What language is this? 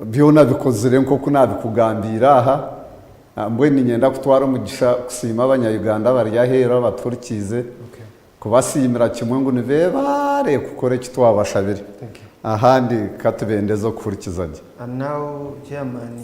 Nyankole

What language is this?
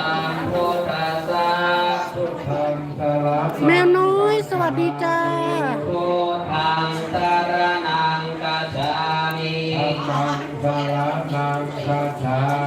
Pali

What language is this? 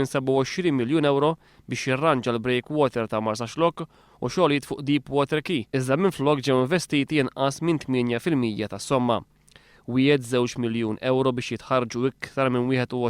Maltese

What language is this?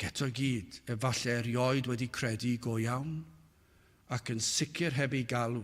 Welsh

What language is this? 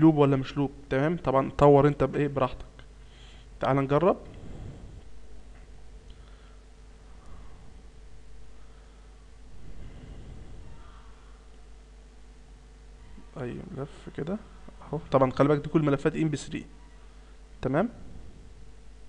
Egyptian Arabic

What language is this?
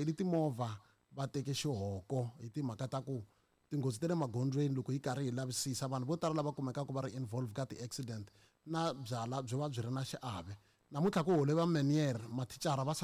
Tsonga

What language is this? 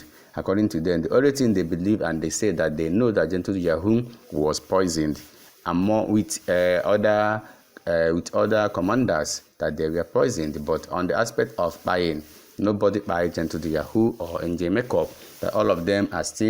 Igbo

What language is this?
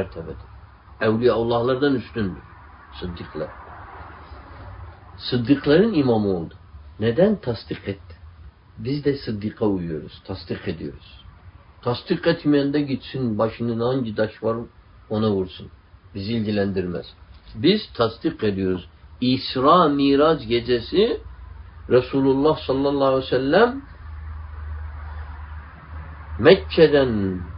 Turkish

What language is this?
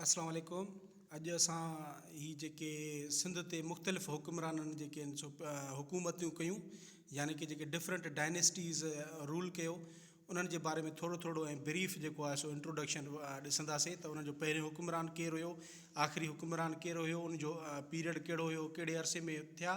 Sindhi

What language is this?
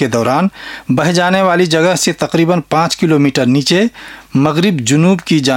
Urdu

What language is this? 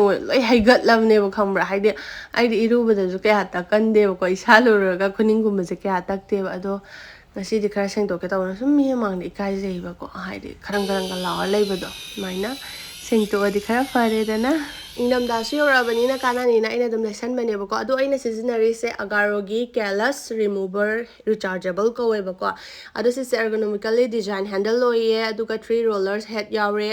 Manipuri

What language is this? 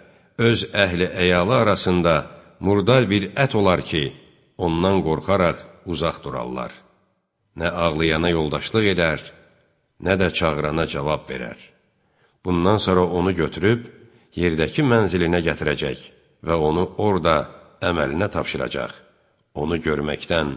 Azerbaijani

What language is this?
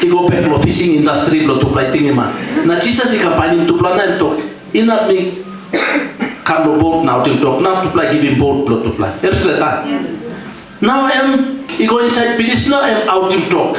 Tok Pisin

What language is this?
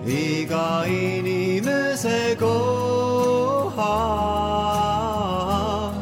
Estonian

